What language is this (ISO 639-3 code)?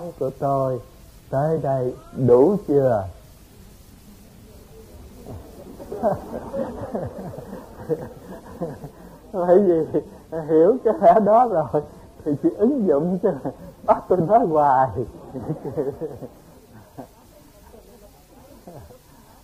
vie